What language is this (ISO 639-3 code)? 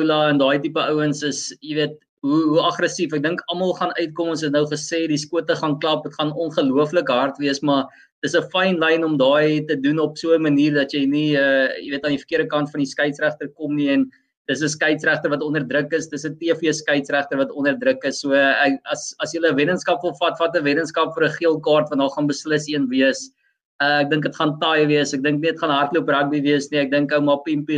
afr